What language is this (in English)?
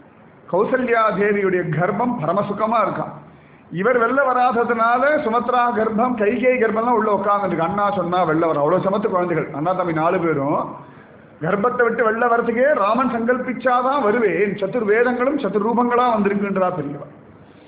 Tamil